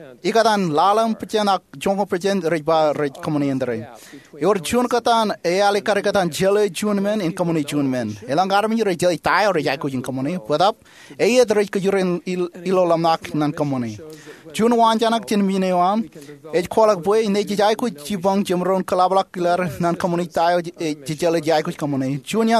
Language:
Marshallese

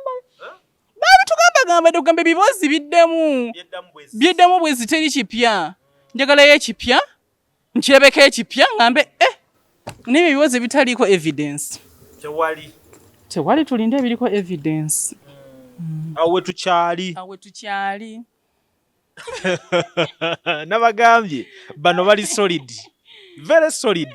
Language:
Ganda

